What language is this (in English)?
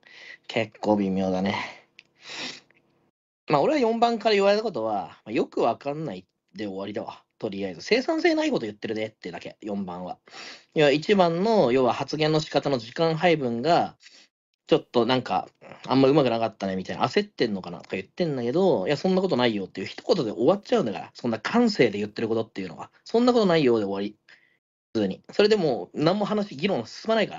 Japanese